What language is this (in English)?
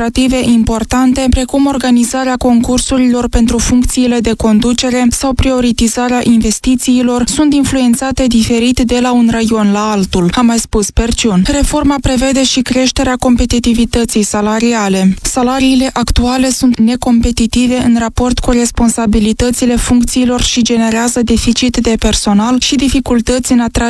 Romanian